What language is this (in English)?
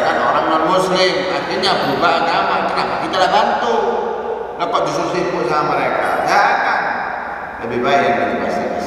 Indonesian